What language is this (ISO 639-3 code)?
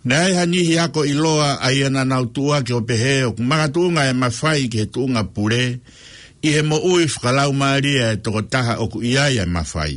ton